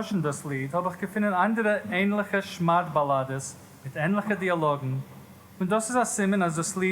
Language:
Yiddish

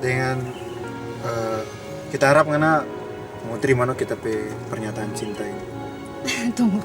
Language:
Manado Malay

